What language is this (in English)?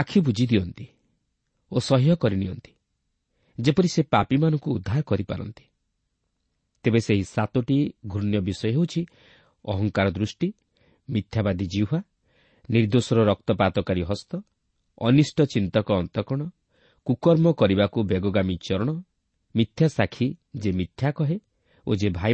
Odia